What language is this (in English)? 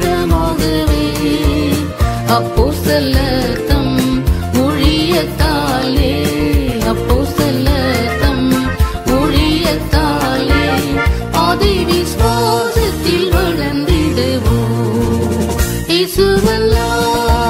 Tamil